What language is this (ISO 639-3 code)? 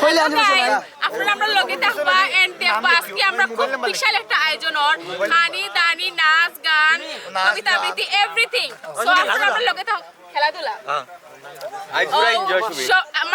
syl